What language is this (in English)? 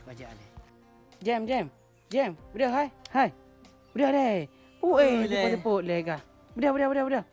Achinese